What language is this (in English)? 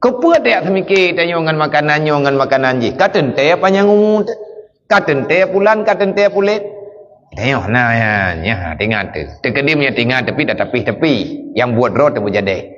Achinese